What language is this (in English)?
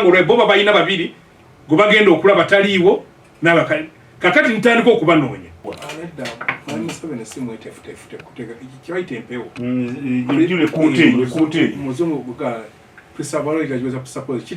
Ganda